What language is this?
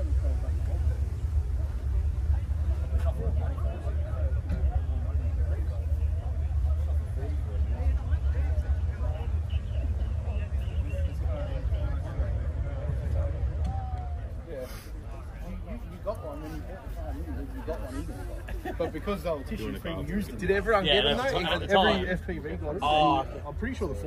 English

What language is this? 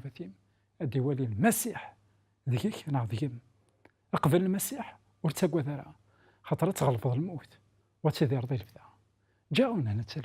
Kabyle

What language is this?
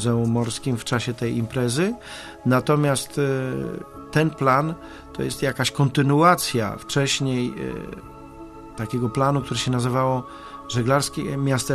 Polish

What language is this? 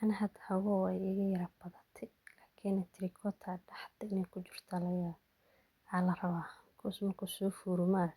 Somali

